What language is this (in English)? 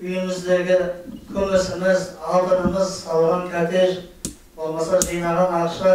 Kazakh